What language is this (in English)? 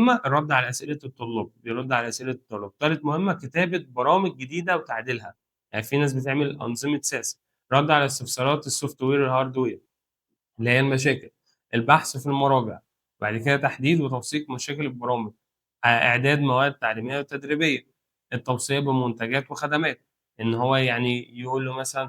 Egyptian Arabic